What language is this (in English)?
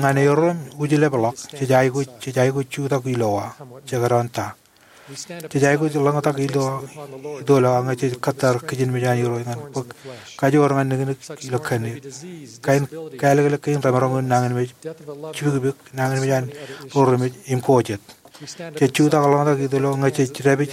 Marshallese